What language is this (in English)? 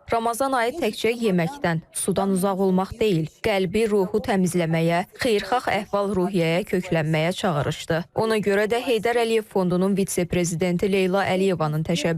Azerbaijani